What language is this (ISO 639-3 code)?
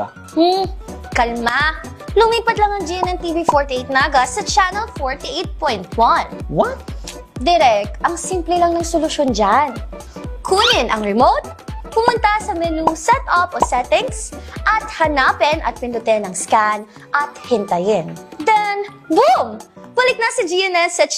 bik